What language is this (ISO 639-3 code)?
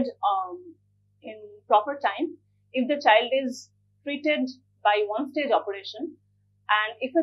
eng